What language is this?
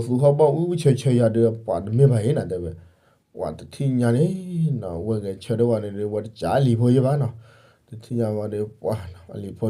S'gaw Karen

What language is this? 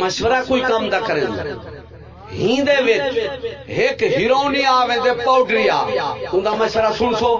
Saraiki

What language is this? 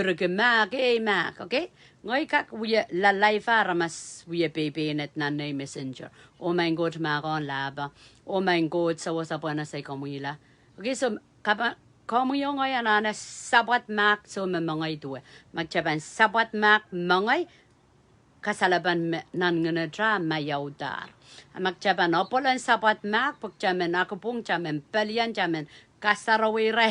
Pohnpeian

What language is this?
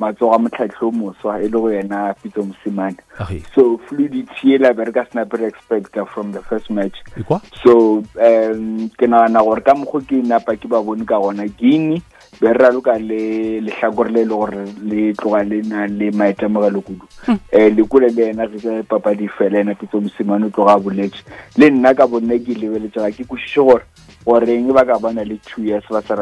Northern Sotho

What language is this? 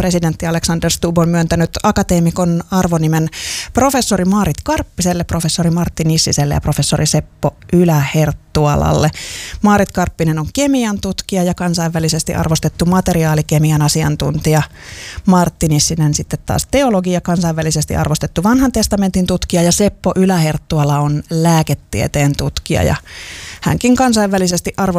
Finnish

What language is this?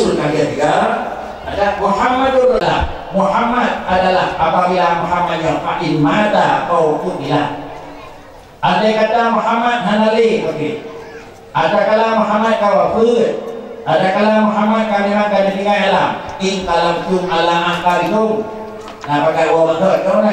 Achinese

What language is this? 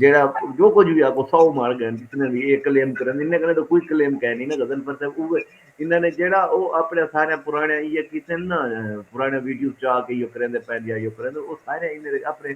Saraiki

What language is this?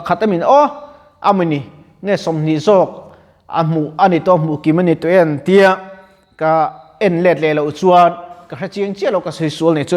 Mizo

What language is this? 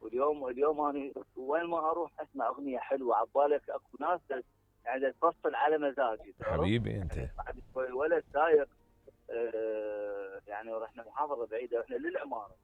Mesopotamian Arabic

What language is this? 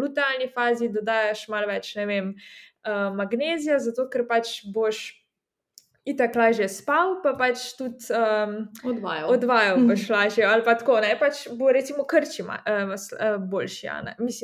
Slovenian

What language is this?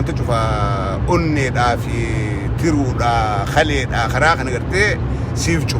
Oromo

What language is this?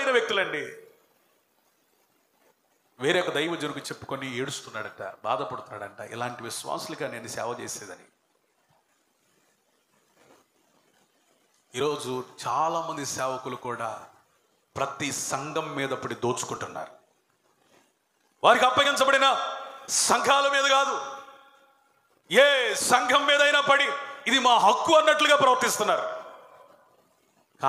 Telugu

